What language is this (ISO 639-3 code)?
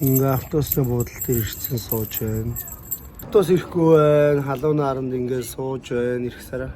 mon